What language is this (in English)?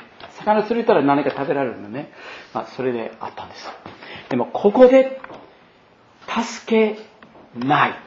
Japanese